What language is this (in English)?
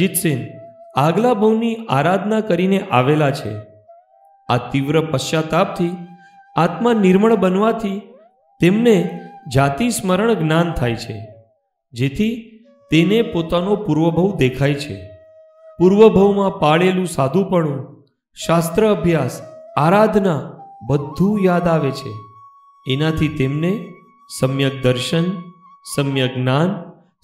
Gujarati